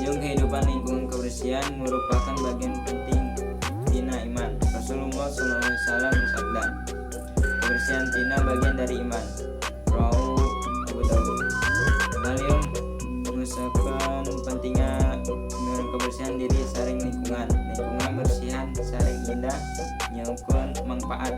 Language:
Sundanese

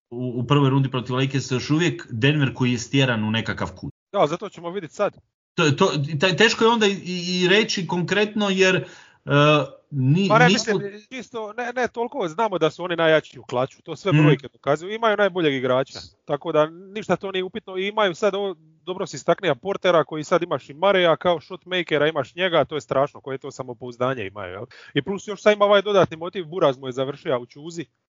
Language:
Croatian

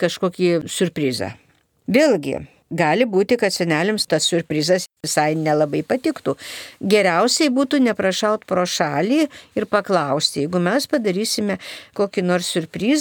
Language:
Lithuanian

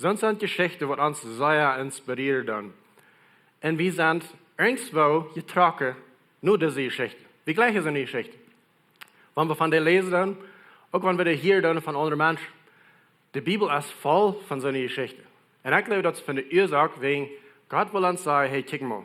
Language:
Plautdietsch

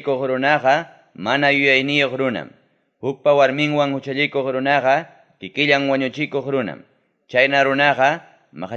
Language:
Ayacucho Quechua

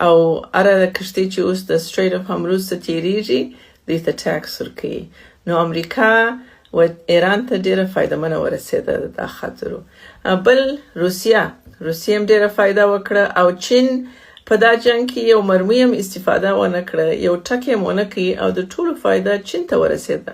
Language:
Pashto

